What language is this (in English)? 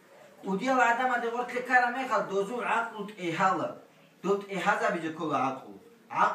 Avaric